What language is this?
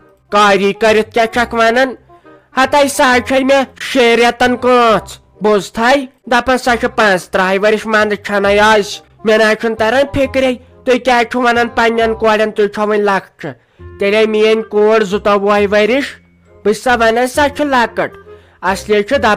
Kashmiri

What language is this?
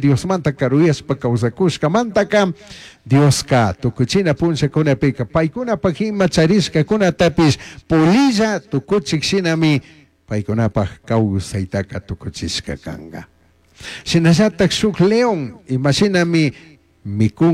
Chimborazo Highland Quichua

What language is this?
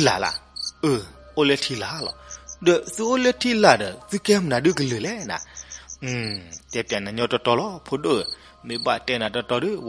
S'gaw Karen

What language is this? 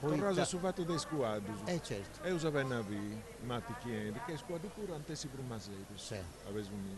Sardinian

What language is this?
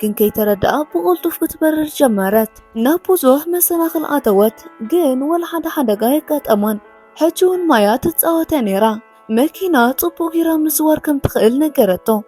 Tigrinya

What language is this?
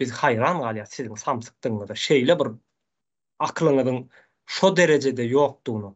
Turkmen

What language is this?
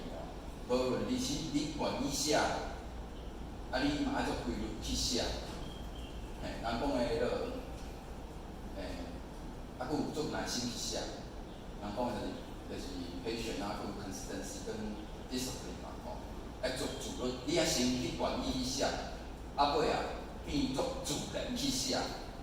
Min Nan Chinese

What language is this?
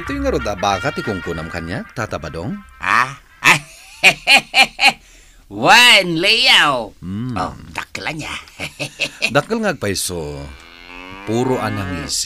Iloko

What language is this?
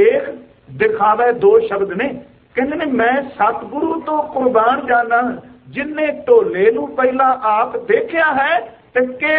Punjabi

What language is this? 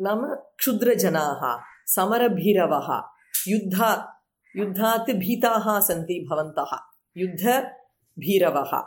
Sanskrit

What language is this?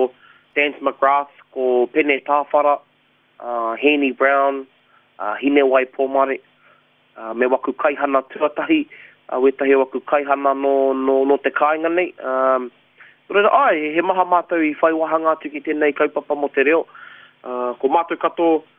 Māori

